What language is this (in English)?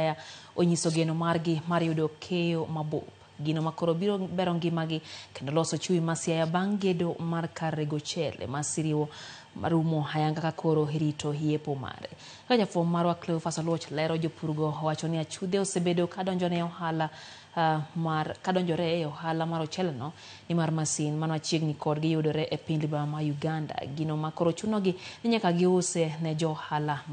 Luo (Kenya and Tanzania)